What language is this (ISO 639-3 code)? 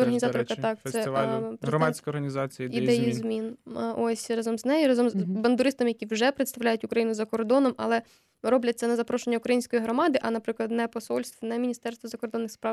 ukr